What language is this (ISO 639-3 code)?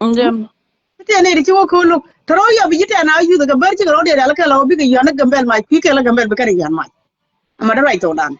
nus